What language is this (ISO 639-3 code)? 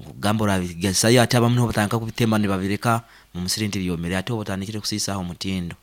nyn